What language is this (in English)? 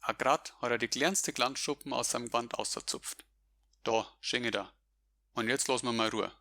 Bavarian